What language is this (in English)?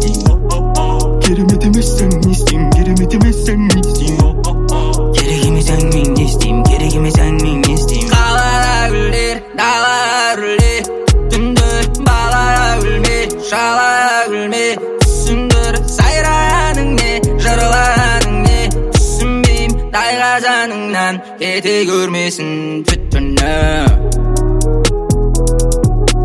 Kazakh